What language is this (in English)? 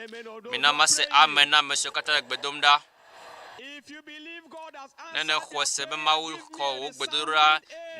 Ewe